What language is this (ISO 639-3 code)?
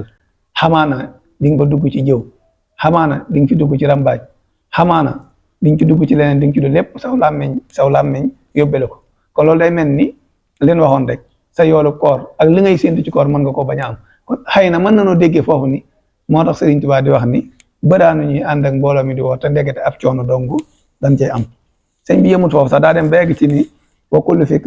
wol